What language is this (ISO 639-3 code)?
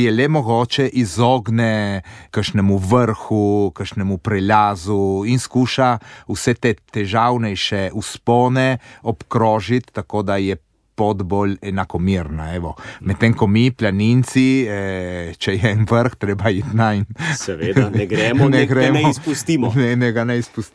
slv